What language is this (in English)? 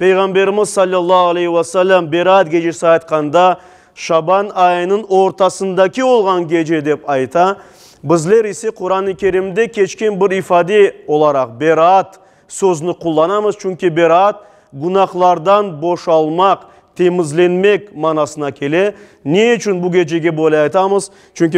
Crimean Tatar